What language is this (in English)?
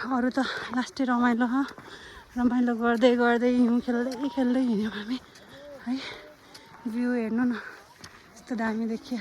Nepali